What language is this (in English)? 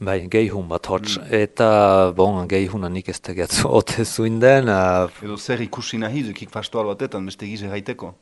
Basque